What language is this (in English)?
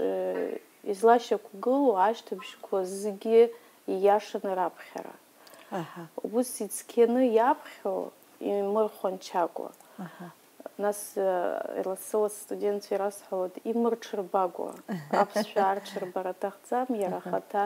Abkhazian